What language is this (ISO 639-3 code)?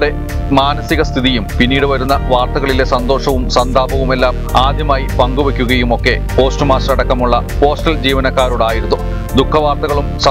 mal